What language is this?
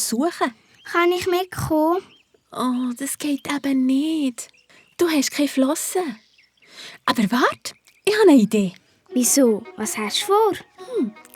Swiss German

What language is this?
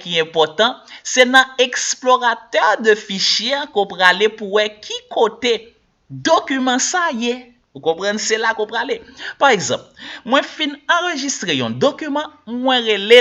Haitian Creole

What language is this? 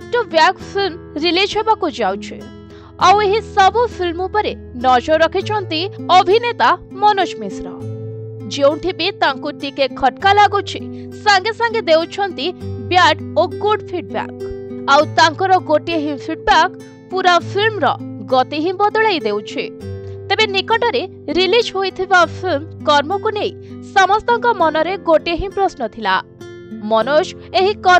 Odia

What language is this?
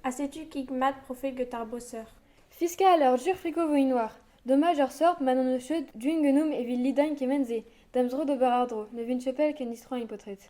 Breton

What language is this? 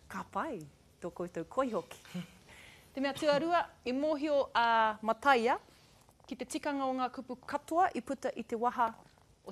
Māori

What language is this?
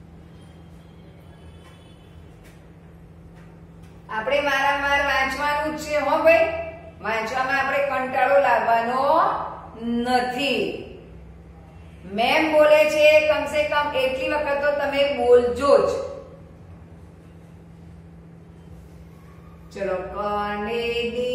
Gujarati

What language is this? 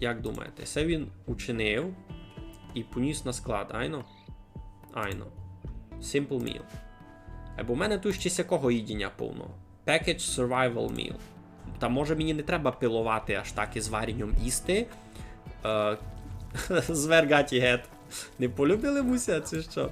Rusyn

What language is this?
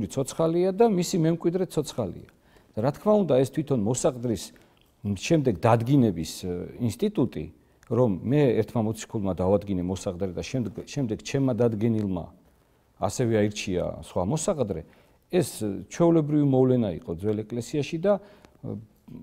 Georgian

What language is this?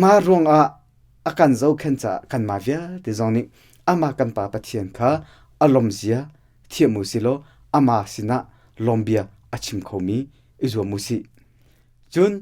Hakha Chin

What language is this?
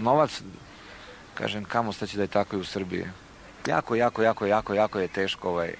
Serbian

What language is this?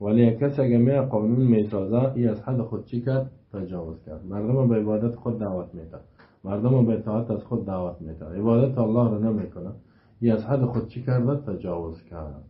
Persian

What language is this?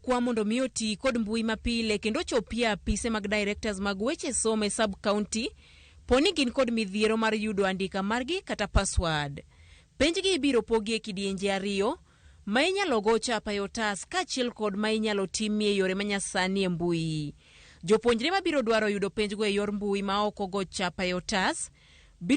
Luo (Kenya and Tanzania)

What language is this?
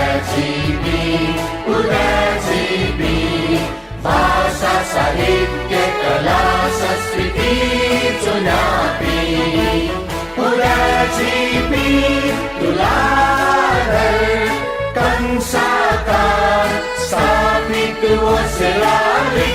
Newari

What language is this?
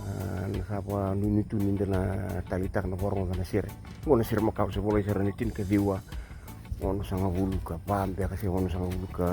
Fijian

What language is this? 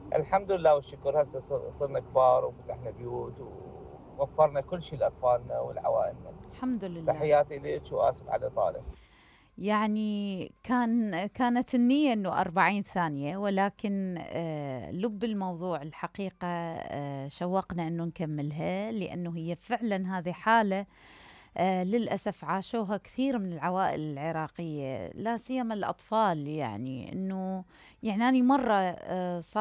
Mesopotamian Arabic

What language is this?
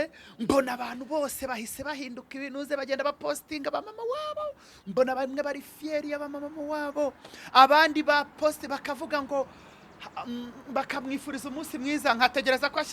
Kinyarwanda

